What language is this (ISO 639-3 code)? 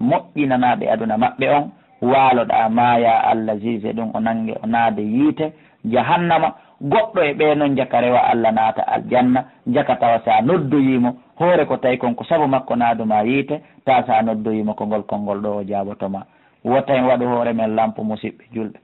ful